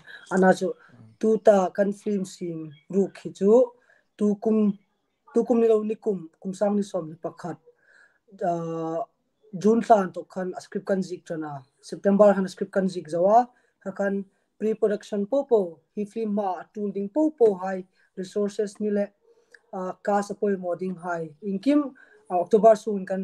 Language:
Hmar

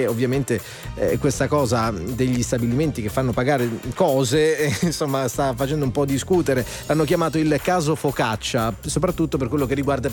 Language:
Italian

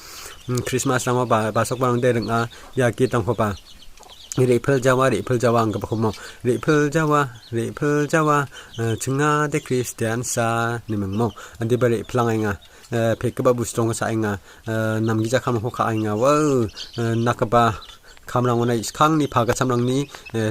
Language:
Garo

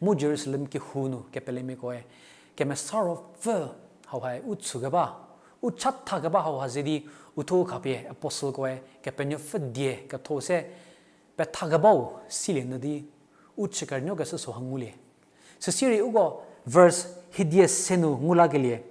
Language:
Angami Naga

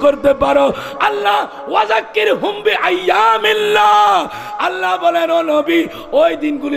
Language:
Bangla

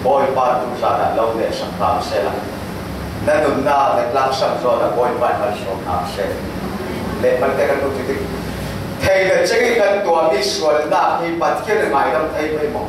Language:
Falam Chin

